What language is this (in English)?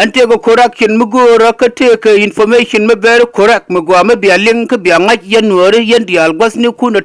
Nuer